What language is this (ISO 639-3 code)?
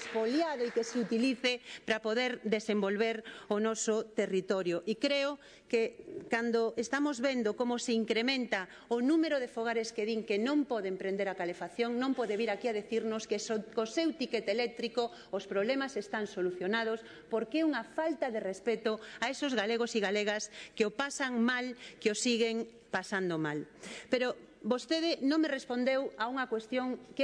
glg